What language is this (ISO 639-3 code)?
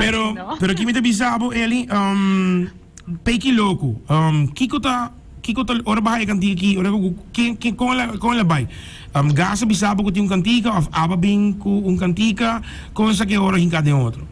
pap